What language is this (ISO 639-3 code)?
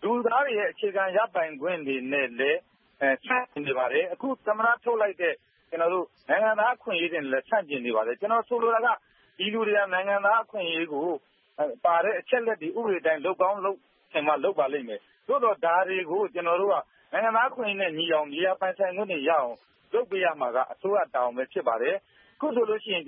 mya